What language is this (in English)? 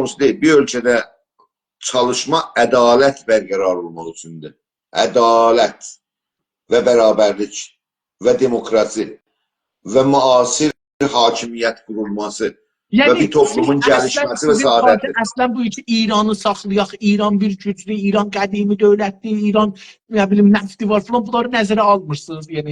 South Azerbaijani